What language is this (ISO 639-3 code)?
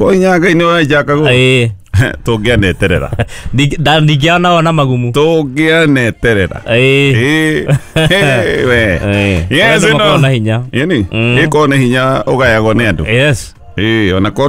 kik